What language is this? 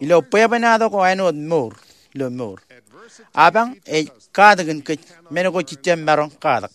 Marshallese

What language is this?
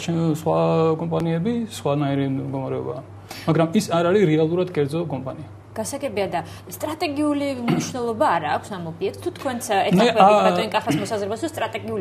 Georgian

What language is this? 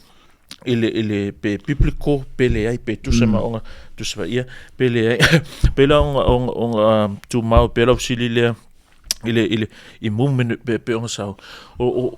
Samoan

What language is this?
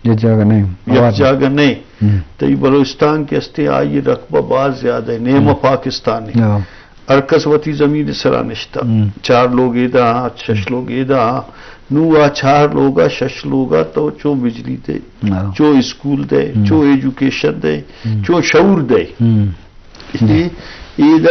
Baluchi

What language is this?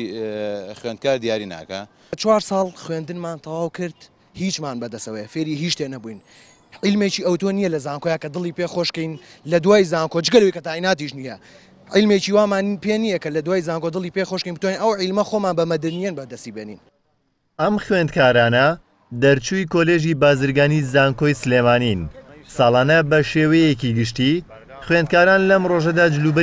Central Kurdish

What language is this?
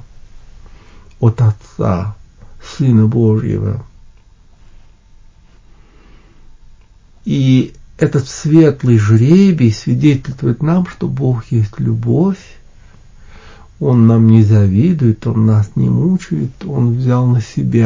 Russian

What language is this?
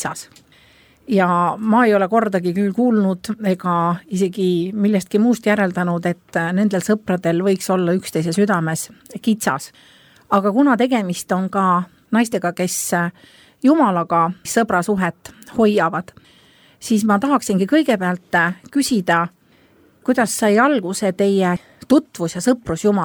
Estonian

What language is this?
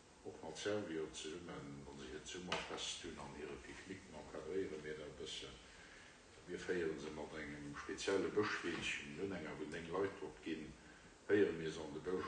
Luxembourgish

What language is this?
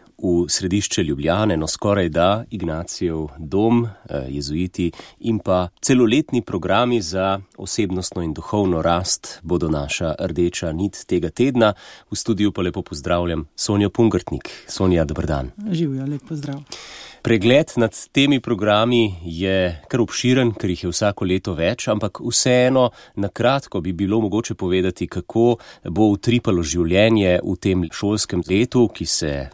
Slovenian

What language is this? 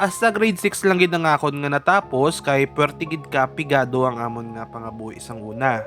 Hiligaynon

